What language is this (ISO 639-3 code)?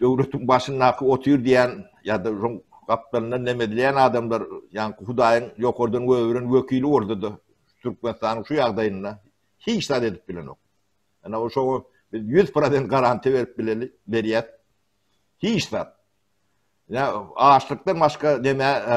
tuk